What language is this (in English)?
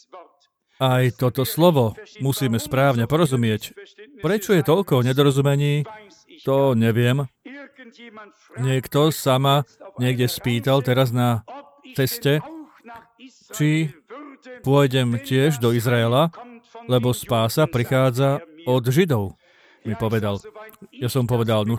Slovak